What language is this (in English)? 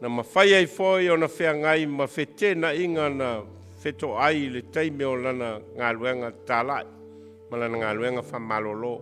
Samoan